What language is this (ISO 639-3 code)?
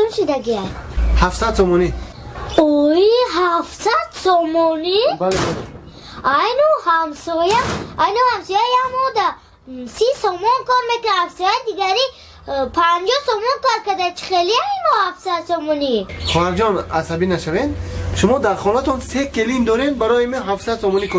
tgk